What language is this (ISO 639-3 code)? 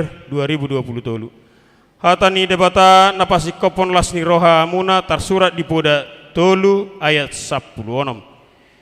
bbc